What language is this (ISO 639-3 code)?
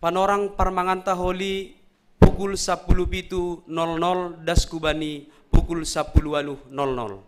bts